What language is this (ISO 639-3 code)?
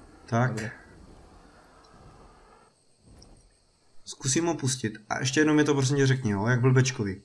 ces